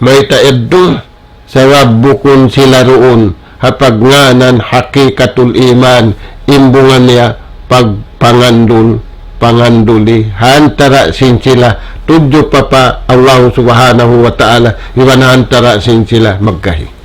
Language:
Tausug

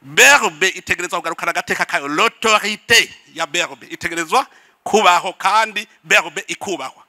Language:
Rundi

